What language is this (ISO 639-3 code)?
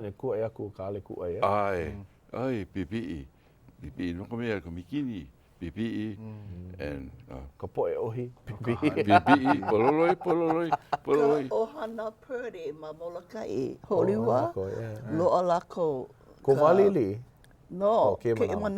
haw